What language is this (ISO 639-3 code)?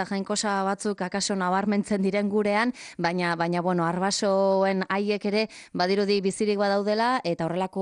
eus